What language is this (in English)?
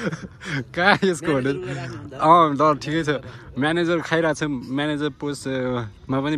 Nepali